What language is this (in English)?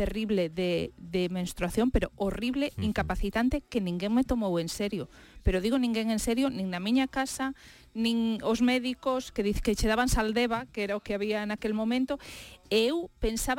Galician